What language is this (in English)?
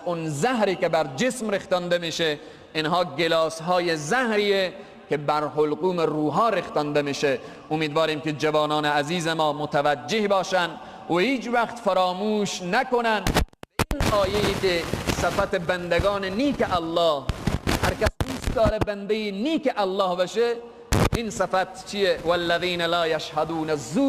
Persian